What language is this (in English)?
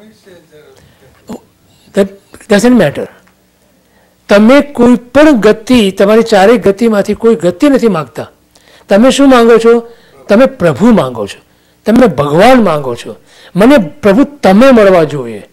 Gujarati